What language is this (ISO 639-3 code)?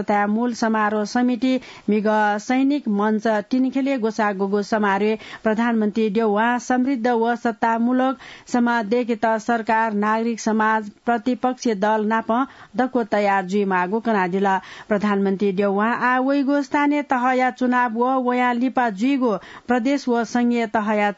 new